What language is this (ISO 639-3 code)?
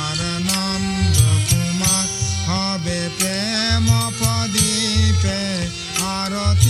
ben